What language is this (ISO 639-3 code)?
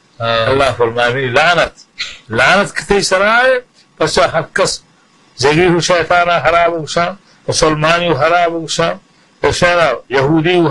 bal